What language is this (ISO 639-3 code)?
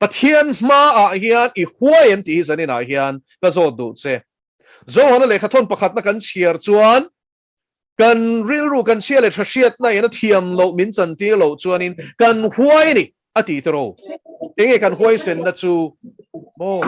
lus